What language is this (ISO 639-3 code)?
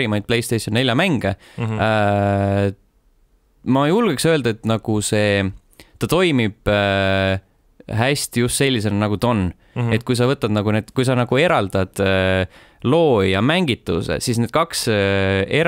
est